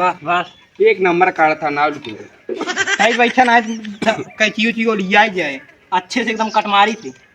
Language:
Awadhi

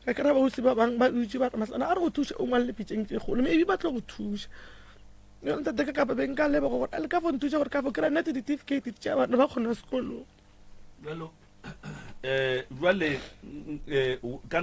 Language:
Northern Sotho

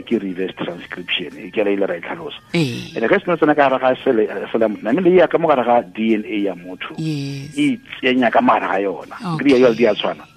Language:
Tswana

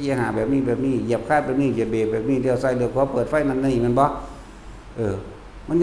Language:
Northeastern Thai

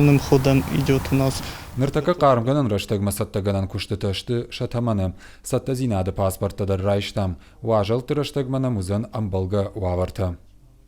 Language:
Ossetic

